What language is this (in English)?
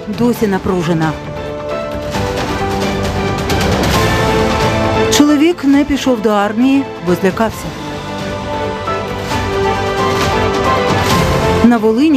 Ukrainian